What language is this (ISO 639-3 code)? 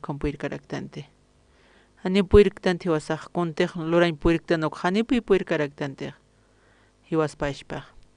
aym